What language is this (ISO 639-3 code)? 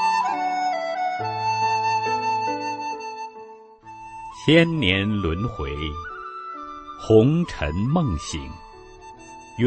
zho